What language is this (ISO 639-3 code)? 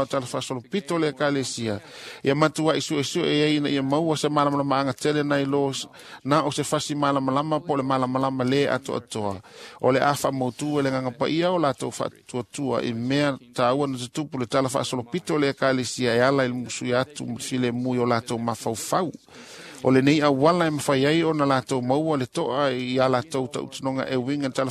smo